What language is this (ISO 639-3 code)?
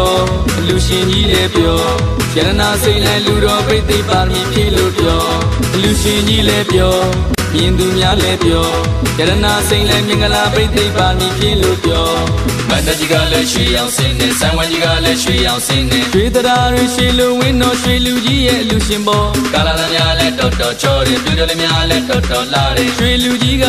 mya